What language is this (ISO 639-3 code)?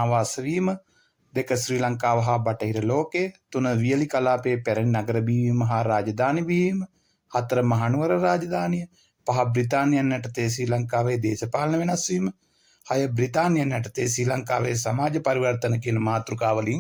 sin